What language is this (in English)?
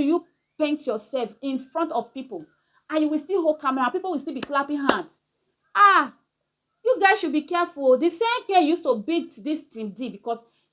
Nigerian Pidgin